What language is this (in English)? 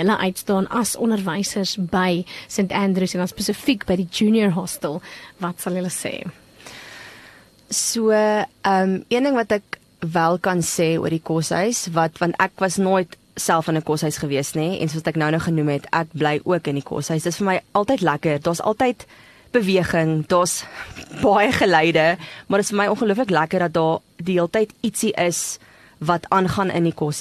Afrikaans